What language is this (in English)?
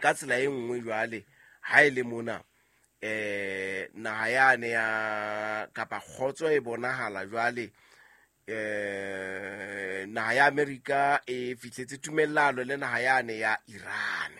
Southern Sotho